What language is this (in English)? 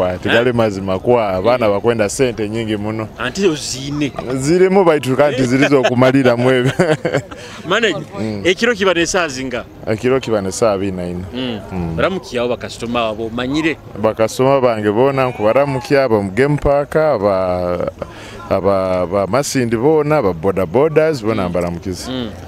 Nyoro